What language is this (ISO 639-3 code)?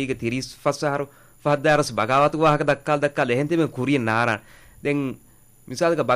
div